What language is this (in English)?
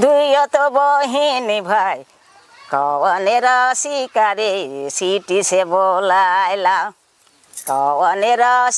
Sadri